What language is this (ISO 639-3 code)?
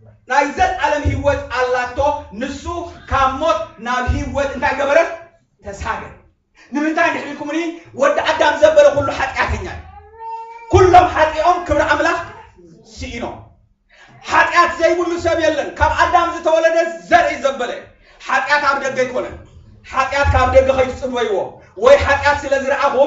tir